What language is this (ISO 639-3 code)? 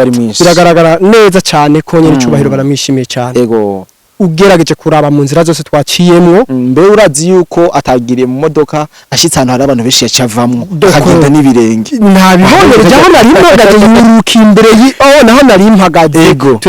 run